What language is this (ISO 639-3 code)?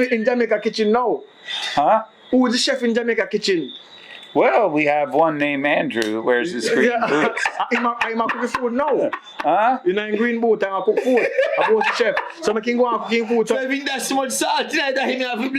jam